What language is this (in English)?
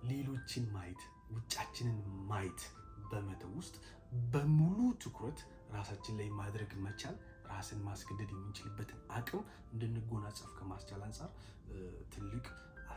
Amharic